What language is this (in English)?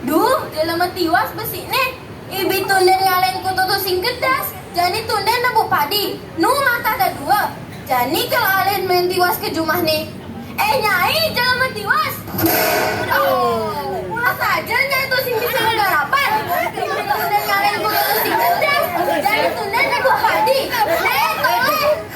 Balinese